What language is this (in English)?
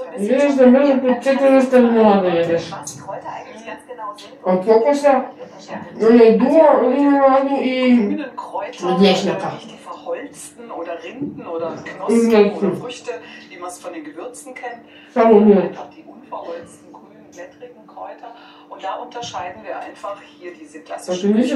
Croatian